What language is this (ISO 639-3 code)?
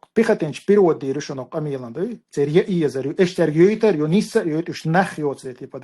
che